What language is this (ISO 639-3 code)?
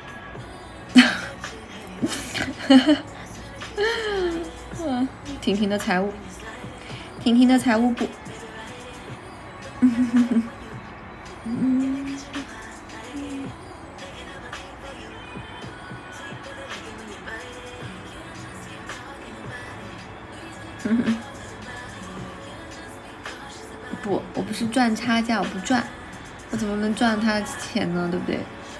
zho